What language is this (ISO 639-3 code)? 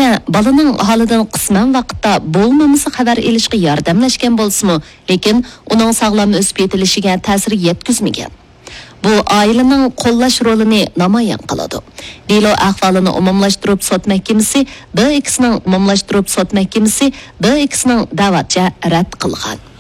uig